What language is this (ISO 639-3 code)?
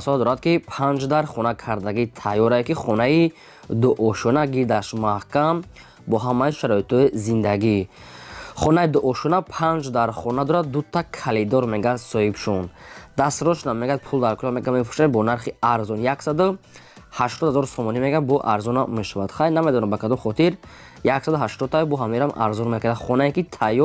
tgk